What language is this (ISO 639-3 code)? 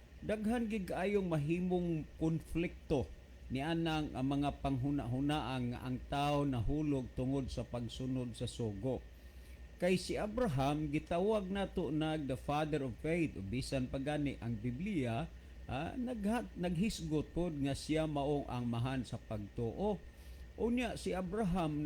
ceb